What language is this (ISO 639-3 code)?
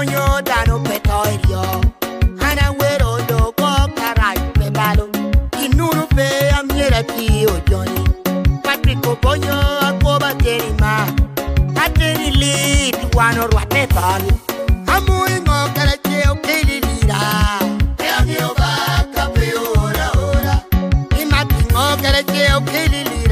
laj